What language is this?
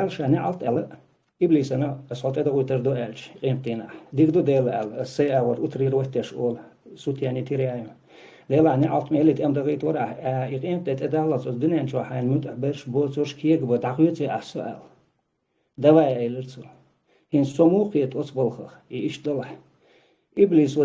Chechen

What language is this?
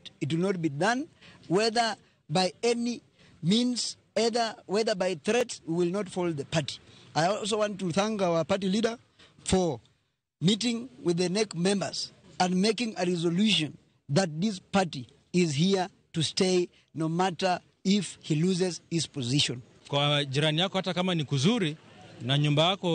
Luo (Kenya and Tanzania)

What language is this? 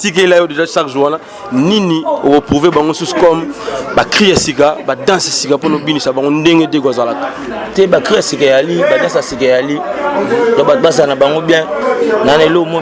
Lingala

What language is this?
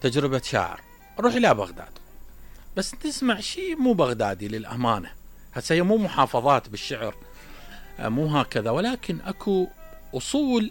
Mesopotamian Arabic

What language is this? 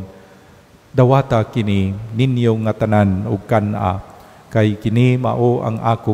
Cebuano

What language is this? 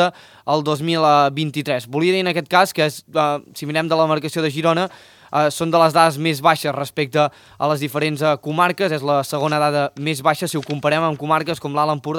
Catalan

